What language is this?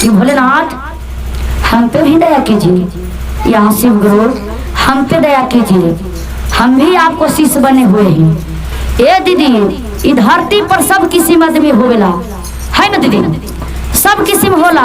Magahi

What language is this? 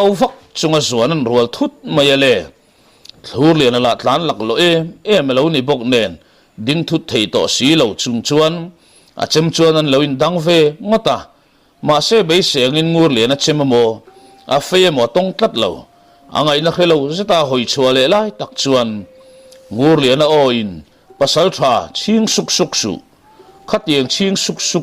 Mizo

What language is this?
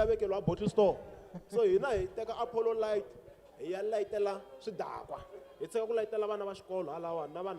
Tsonga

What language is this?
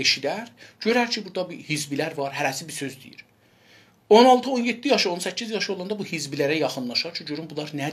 South Azerbaijani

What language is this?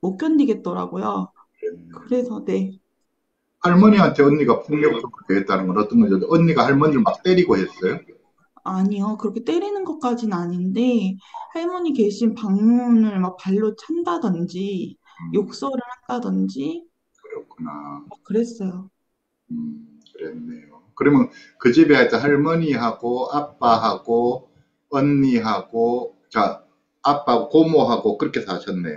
Korean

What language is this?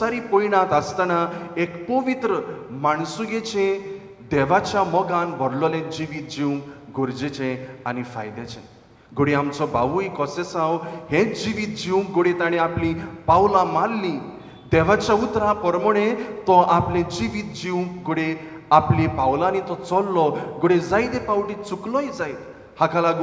Konkani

